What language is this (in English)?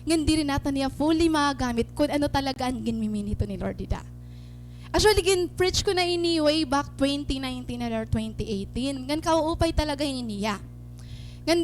Waray